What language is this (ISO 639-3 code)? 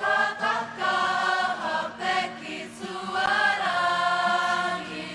mri